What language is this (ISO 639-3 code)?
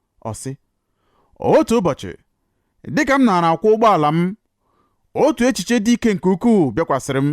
ibo